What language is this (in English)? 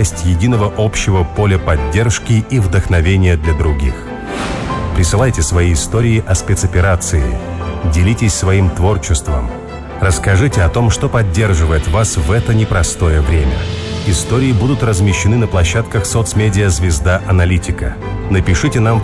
Russian